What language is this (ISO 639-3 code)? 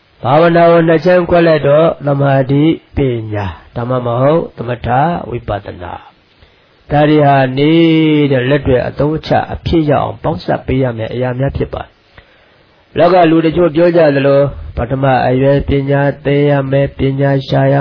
mya